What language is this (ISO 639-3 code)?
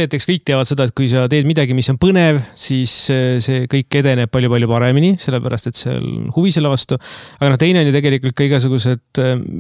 est